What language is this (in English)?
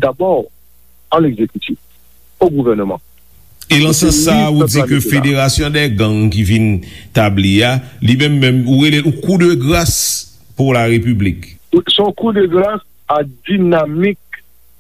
Haitian Creole